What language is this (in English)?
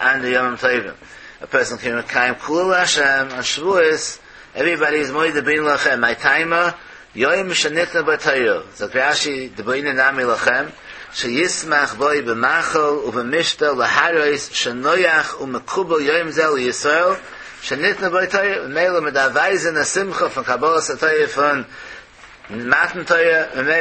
Yiddish